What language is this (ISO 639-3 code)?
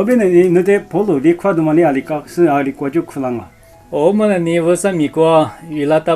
lis